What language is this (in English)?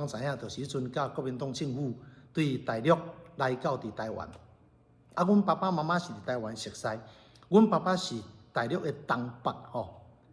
Min Nan Chinese